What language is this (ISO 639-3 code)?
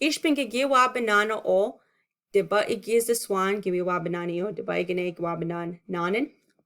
ciw